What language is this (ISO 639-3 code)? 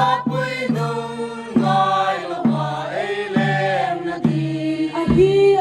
hmr